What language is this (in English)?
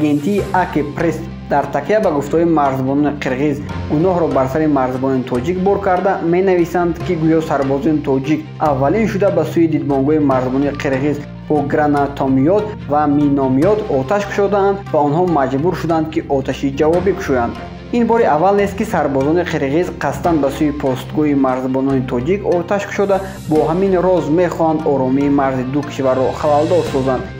Tajik